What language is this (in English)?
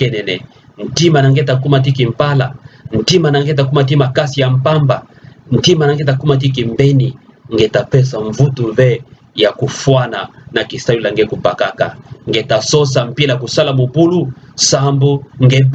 Kituba (Democratic Republic of Congo)